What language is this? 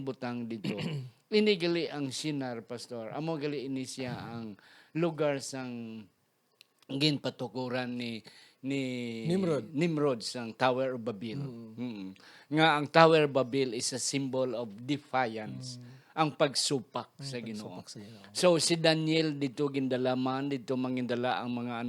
Hiligaynon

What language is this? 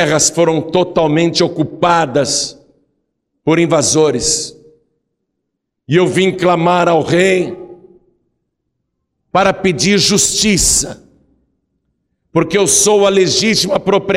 Portuguese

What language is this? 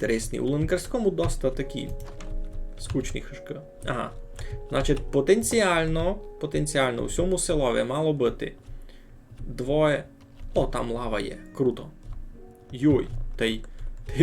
Rusyn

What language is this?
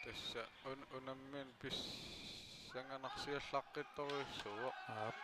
Kalaallisut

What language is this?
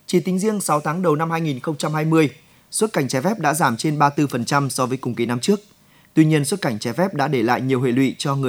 Vietnamese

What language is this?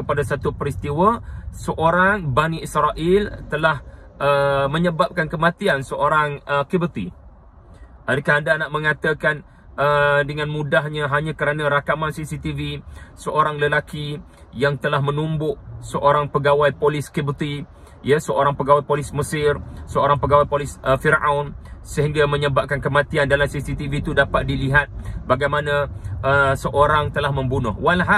Malay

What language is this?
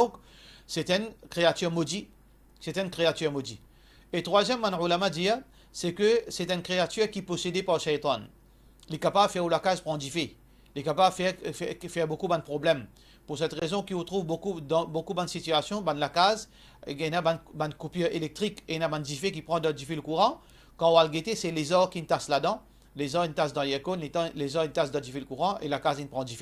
Morisyen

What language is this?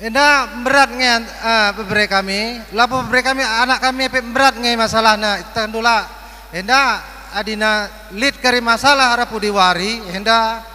Batak Karo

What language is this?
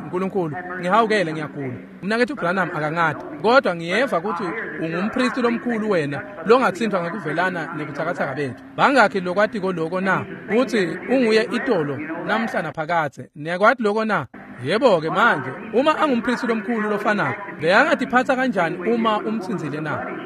Swati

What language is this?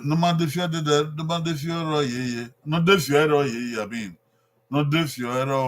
Bini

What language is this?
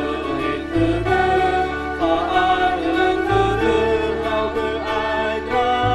Nias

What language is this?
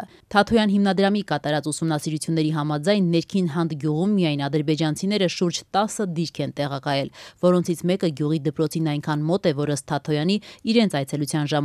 Armenian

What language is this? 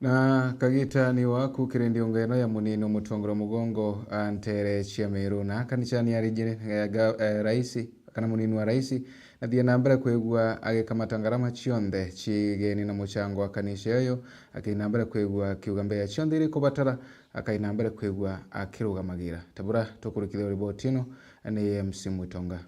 Meru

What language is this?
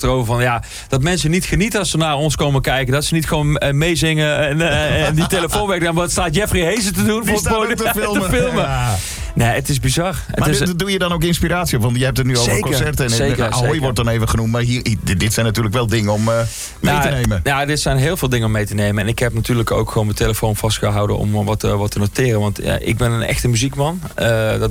Dutch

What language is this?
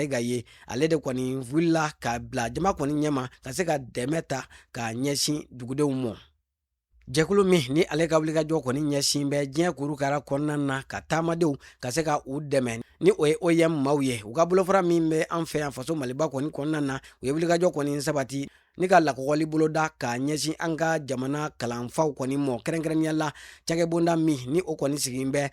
Bambara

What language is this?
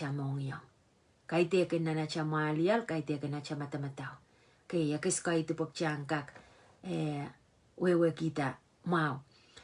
Pohnpeian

